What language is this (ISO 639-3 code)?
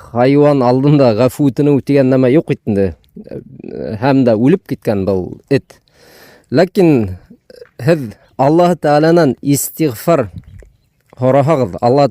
bak